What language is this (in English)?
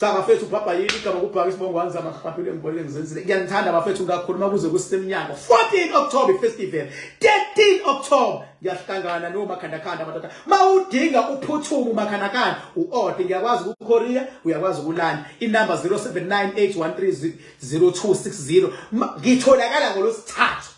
Zulu